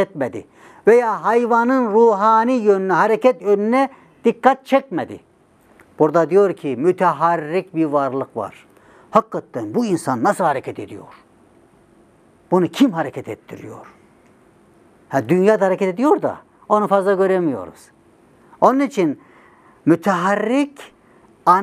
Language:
Turkish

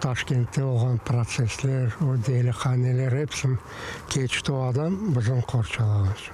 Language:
Crimean Tatar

